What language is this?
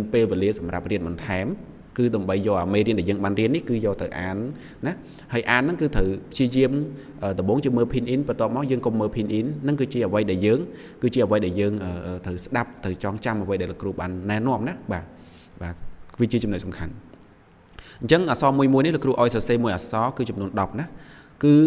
Khmer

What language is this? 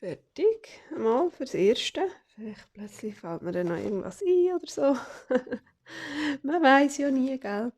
Swiss German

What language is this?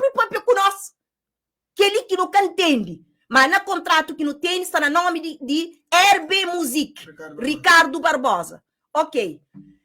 Kabuverdianu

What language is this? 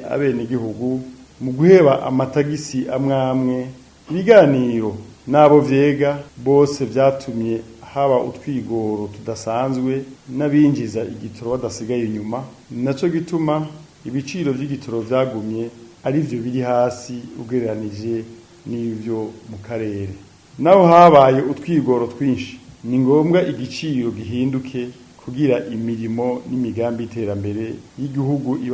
Rundi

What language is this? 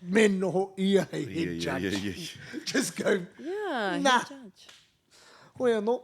Māori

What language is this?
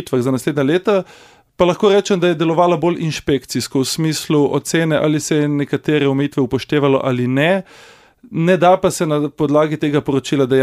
Slovenian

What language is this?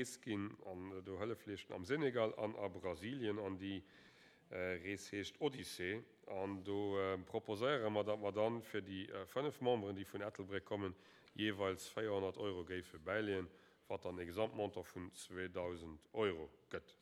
Luxembourgish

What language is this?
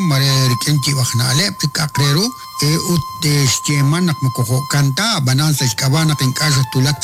Kekchí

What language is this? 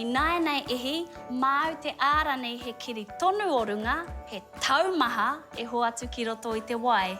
Māori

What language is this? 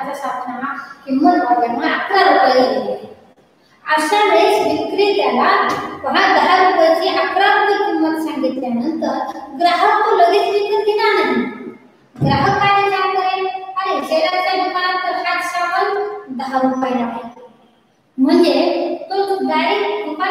Marathi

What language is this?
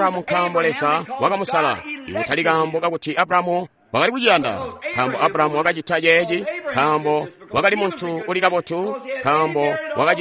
Tonga (Zambia)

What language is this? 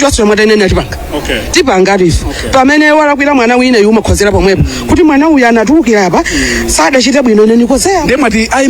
Nyanja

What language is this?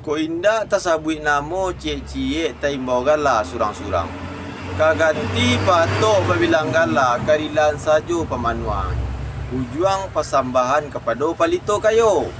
Minangkabau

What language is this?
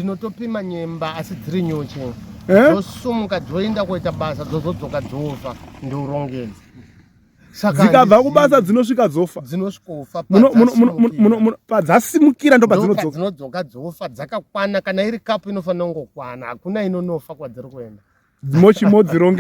Shona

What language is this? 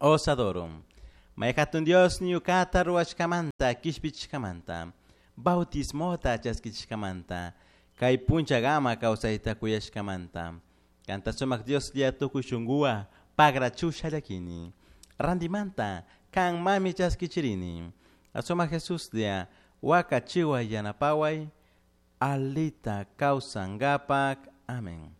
Chimborazo Highland Quichua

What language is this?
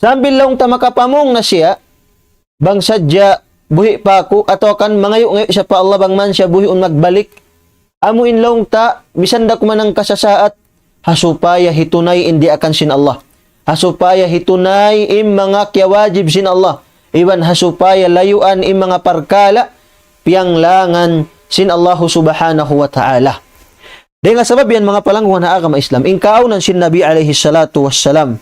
Tausug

